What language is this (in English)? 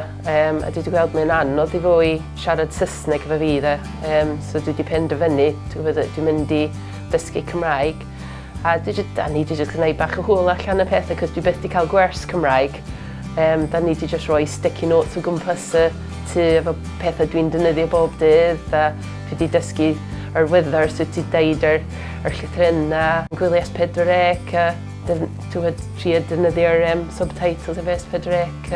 Welsh